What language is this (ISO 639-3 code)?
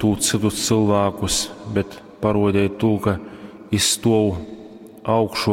ltg